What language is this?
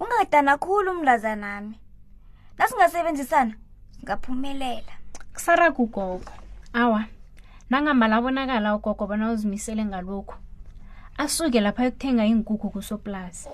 South Ndebele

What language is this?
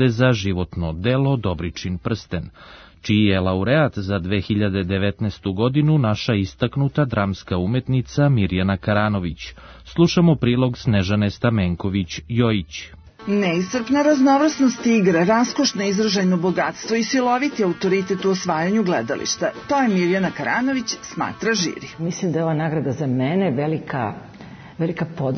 Serbian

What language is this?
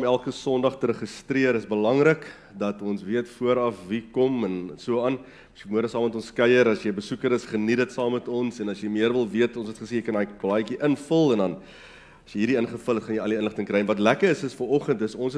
Afrikaans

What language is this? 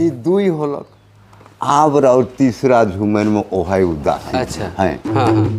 Sadri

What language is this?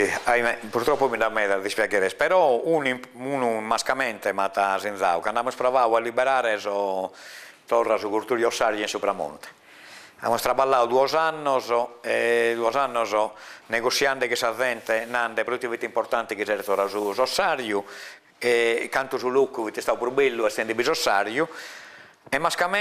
Sardinian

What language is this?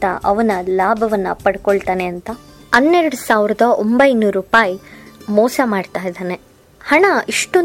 Kannada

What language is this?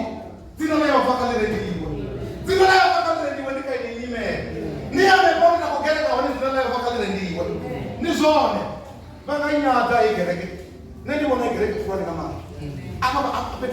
Venda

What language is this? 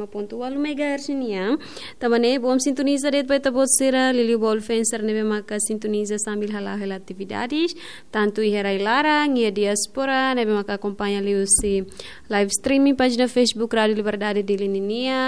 Tetum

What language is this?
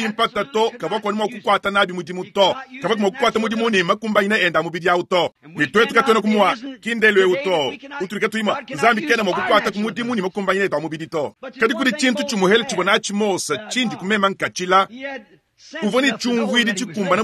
Luba-Lulua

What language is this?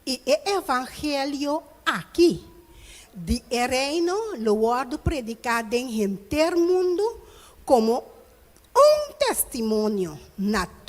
Papiamento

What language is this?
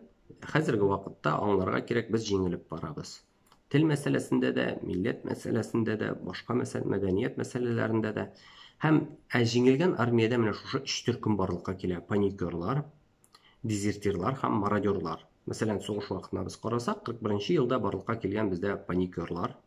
Tatar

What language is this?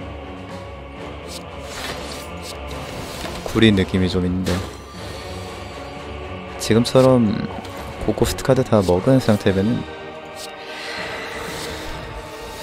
Korean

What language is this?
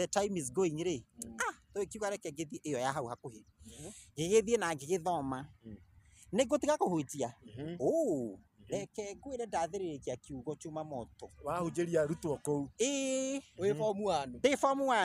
Kikuyu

